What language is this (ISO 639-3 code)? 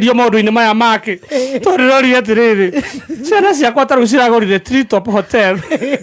kik